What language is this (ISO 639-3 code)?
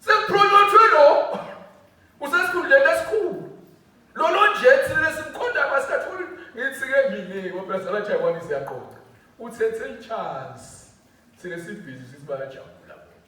ssw